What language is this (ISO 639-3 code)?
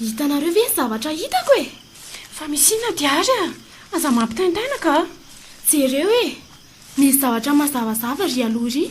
mlg